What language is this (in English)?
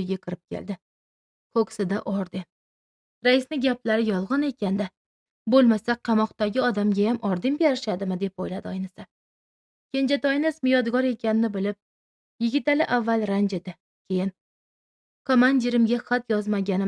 Uzbek